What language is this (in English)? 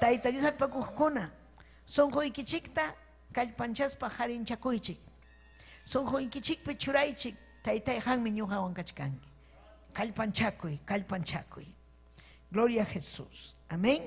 Ayacucho Quechua